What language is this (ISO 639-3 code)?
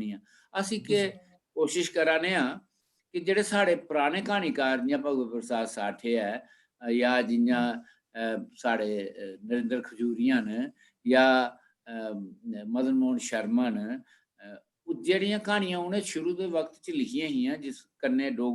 doi